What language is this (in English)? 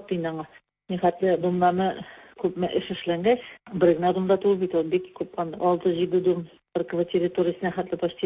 Tatar